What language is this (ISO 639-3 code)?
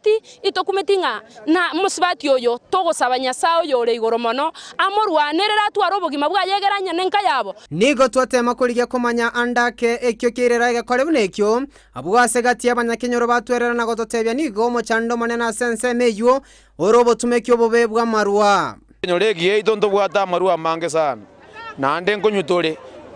guz